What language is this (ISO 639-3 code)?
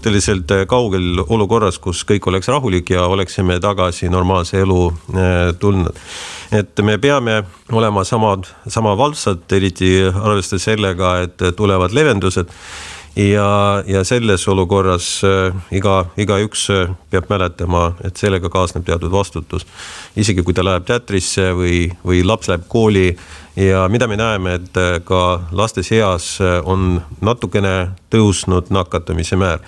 est